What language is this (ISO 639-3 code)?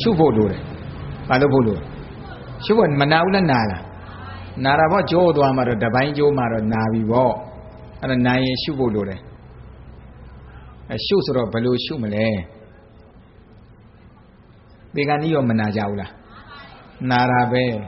mya